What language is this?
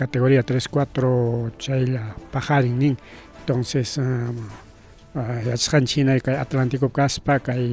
Ayacucho Quechua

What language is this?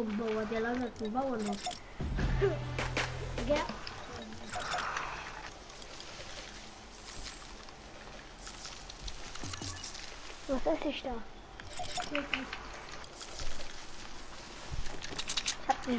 German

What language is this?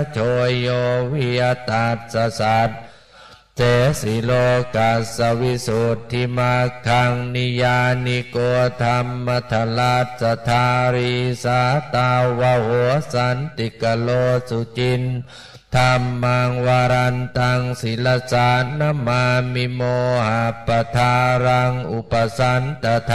Pali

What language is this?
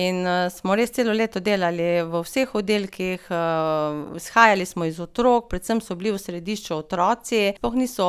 Slovenian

